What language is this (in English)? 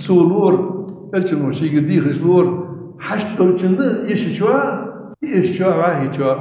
Ingush